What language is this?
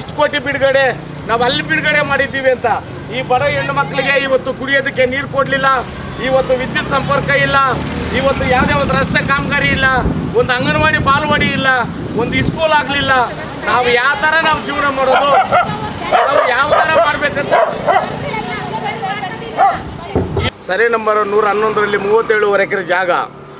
Kannada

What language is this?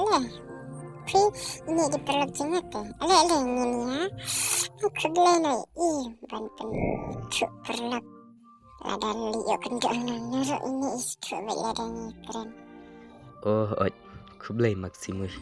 Khasi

